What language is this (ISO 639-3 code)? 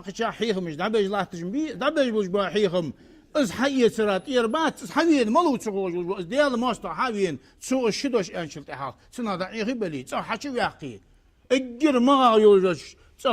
inh